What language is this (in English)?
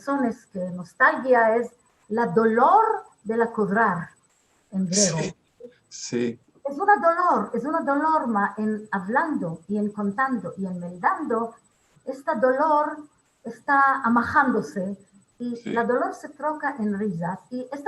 Ladino